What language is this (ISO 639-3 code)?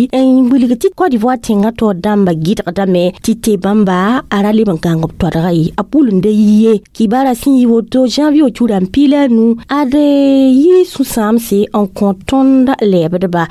mos